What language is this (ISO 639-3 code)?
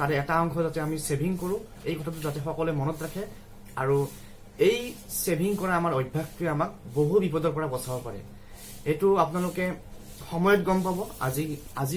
asm